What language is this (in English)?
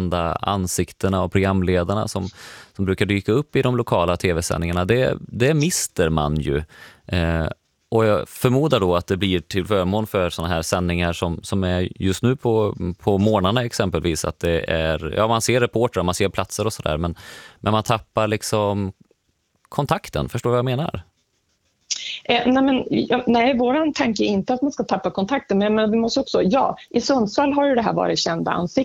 Swedish